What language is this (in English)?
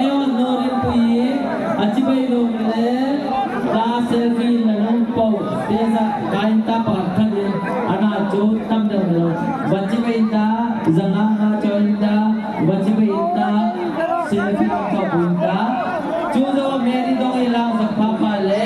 Hmar